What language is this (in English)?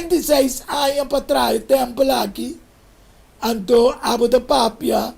Papiamento